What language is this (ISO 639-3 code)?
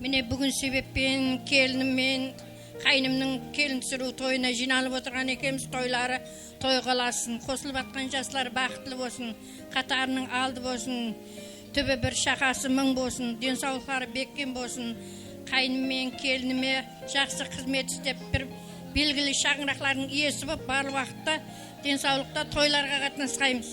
kaa